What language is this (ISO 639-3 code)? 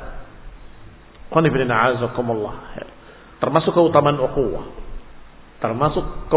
ind